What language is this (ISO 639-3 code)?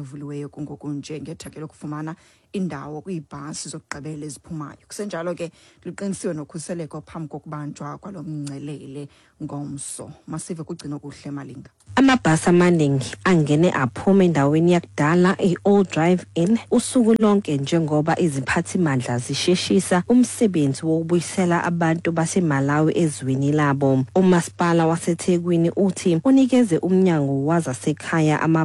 xho